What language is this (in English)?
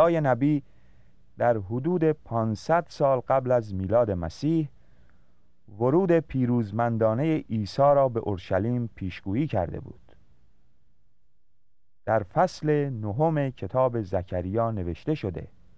Persian